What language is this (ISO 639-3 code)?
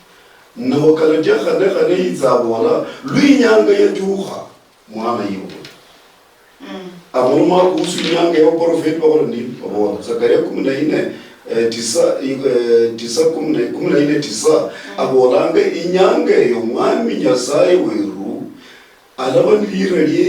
luy